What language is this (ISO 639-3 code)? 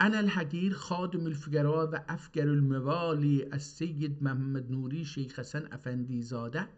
azb